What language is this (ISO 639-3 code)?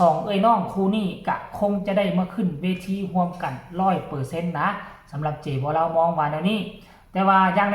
tts